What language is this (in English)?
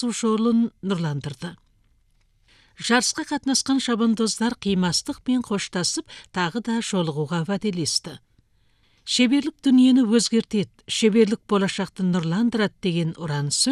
Kazakh